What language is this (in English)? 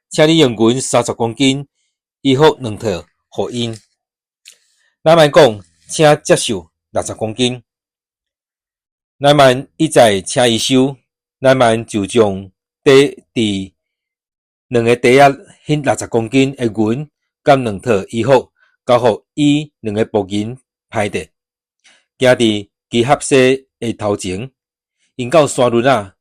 Min Nan Chinese